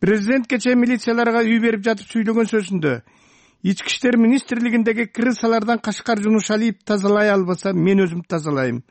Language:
Kyrgyz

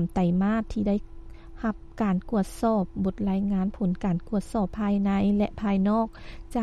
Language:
Lao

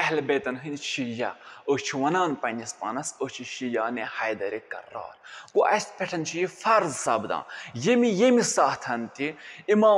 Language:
Kashmiri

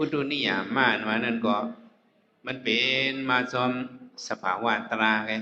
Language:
Shan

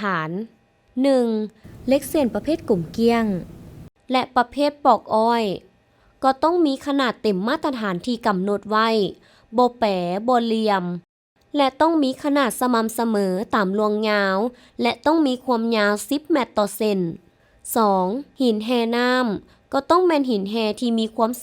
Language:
Lao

